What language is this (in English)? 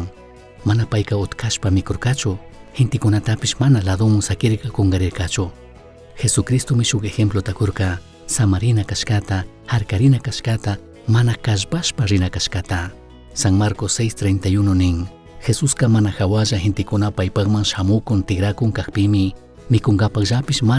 Chimborazo Highland Quichua